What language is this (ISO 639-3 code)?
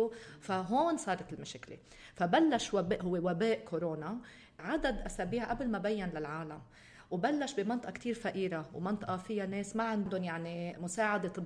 apc